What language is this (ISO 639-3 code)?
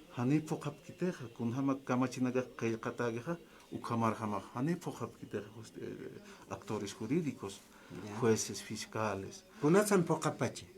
aym